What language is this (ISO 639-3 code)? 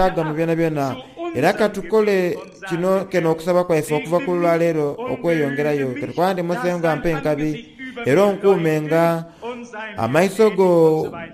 xog